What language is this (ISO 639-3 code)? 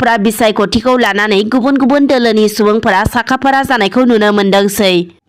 brx